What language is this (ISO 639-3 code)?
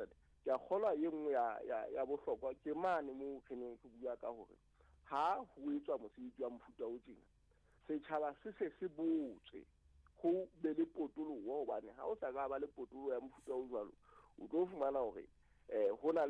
sot